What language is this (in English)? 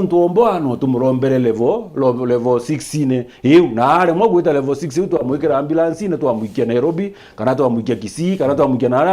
Meru